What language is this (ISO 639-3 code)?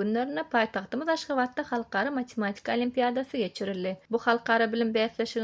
tuk